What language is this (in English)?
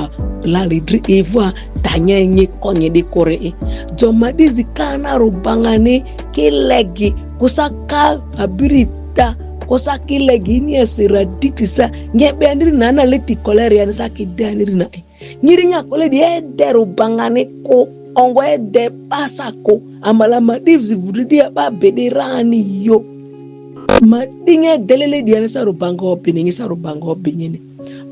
Ma'di